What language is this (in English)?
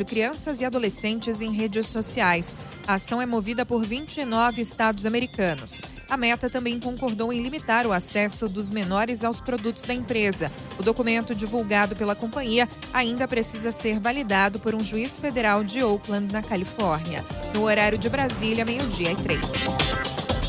Portuguese